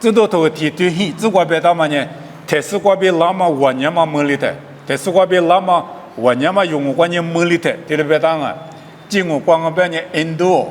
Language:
Lisu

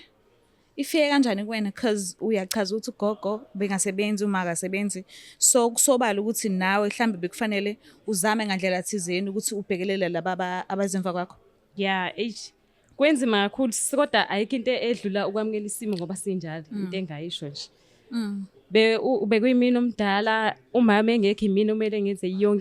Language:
Zulu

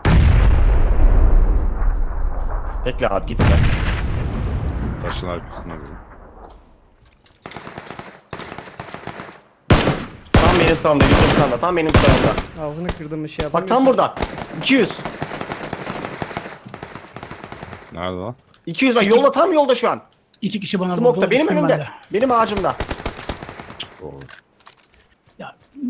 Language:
Turkish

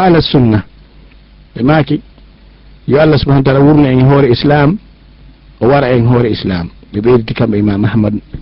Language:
Fula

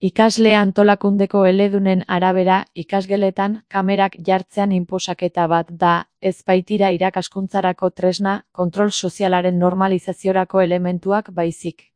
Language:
Basque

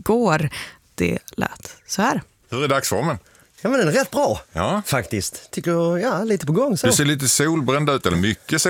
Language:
Swedish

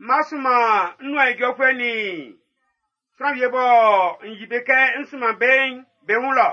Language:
Baoulé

